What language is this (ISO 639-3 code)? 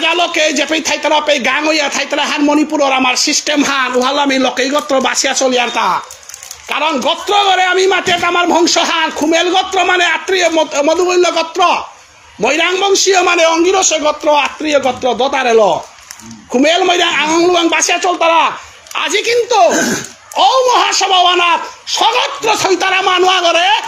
bpy